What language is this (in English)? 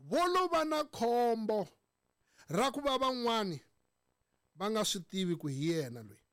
Tsonga